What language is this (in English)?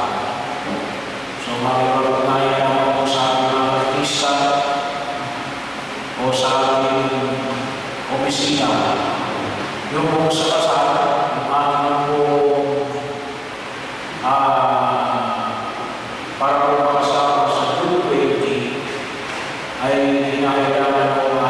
Filipino